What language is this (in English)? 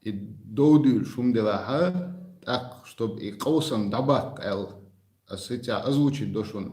Chechen